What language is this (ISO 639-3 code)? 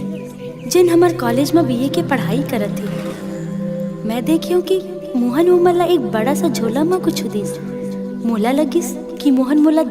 hne